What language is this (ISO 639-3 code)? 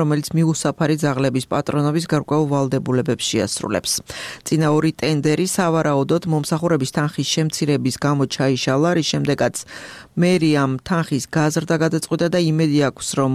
kat